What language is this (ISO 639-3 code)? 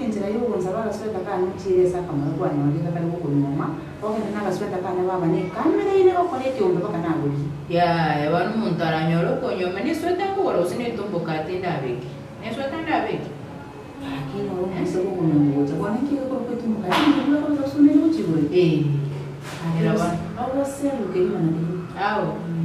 guz